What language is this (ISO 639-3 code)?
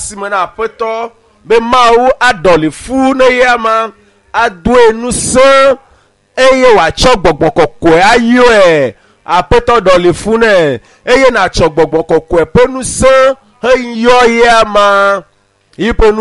ewe